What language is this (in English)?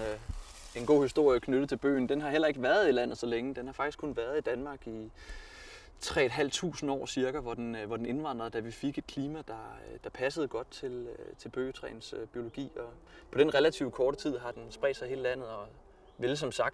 Danish